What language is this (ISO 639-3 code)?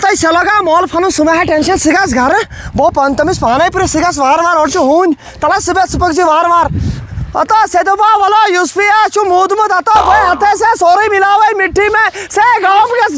kas